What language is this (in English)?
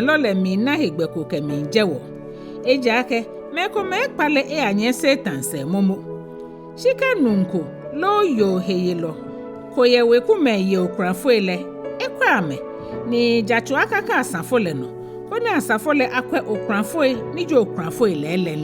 Ga